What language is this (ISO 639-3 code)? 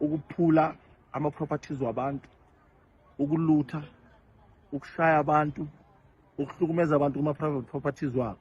zul